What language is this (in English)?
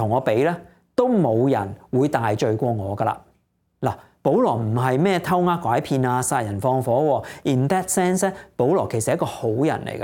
Cantonese